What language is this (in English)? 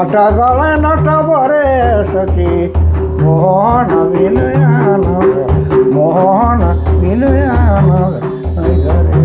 Sadri